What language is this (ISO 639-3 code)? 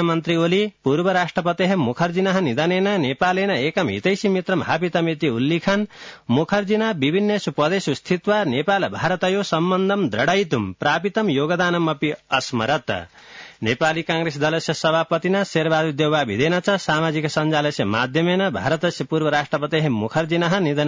san